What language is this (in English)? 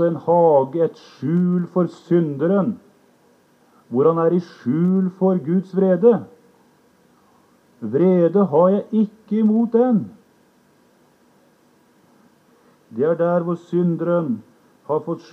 Norwegian